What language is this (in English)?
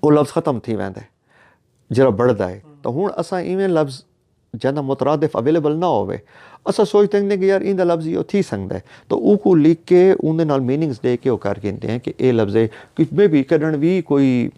Saraiki